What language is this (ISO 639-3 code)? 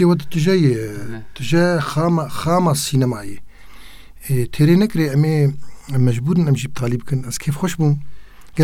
kur